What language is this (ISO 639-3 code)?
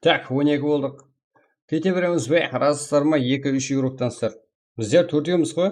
kaa